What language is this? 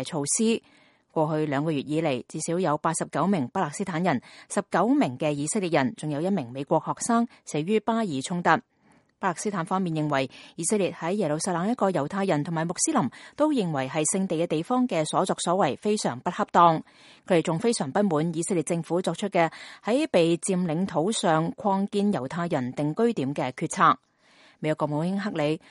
Cantonese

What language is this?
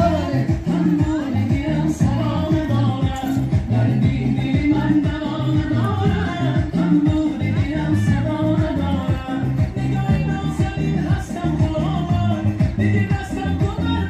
Tajik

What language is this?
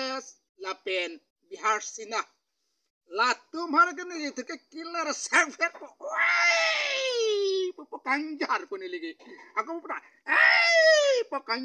Karbi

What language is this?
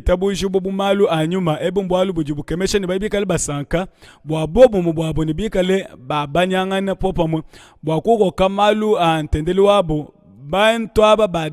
Luba-Lulua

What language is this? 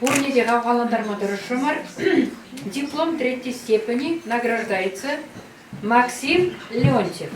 Chuvash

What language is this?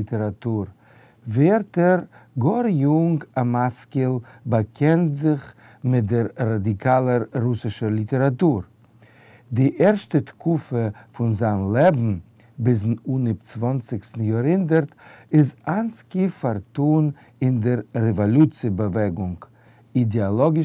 Yiddish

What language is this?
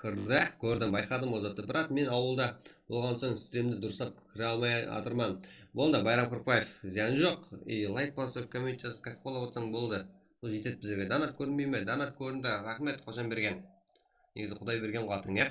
Kara-Kalpak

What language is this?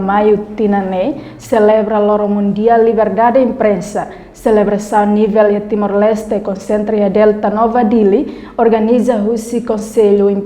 Tetum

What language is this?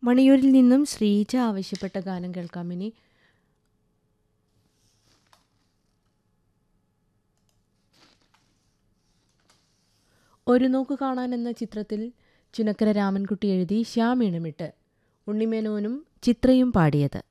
Malayalam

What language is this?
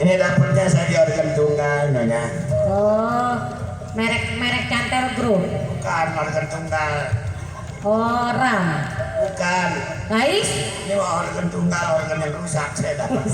Betawi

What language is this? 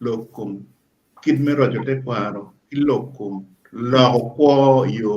Acoli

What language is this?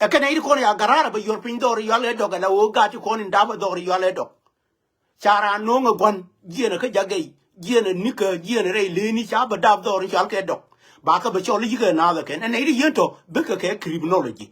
Nuer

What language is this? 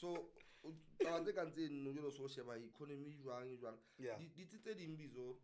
Southern Sotho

